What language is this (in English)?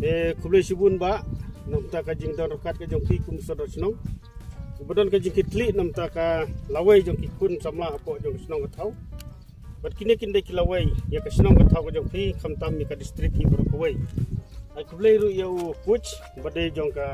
Khasi